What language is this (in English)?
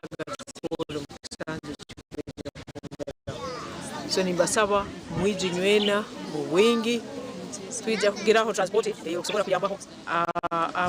Nyankole